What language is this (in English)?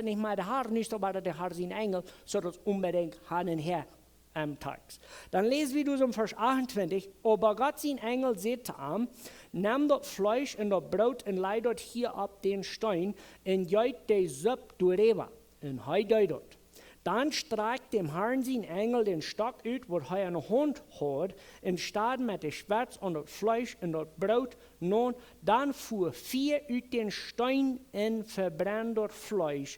Plautdietsch